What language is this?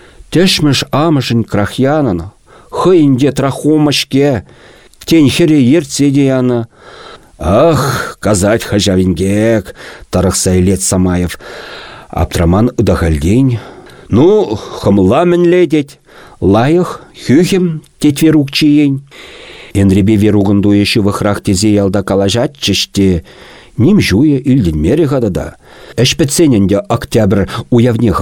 Chuvash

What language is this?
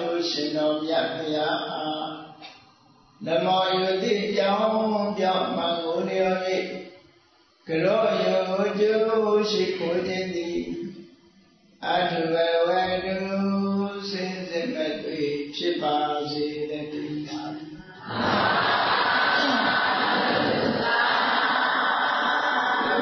Burmese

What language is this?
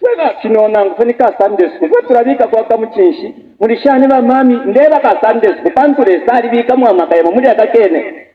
Bemba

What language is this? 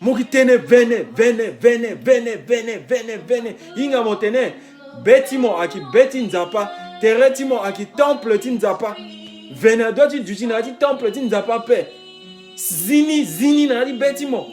Sango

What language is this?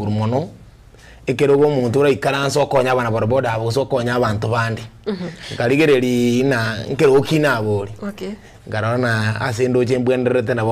Gusii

